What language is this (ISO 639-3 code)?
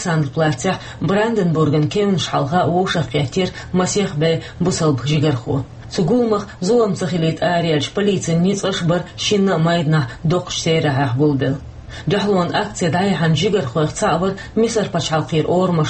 che